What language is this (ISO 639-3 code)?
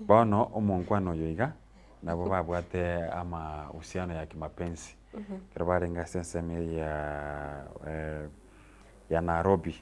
guz